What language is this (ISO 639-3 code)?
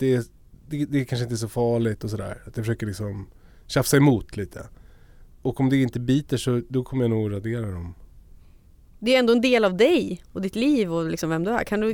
swe